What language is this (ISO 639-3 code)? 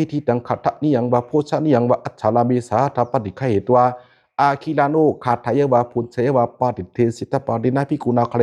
pli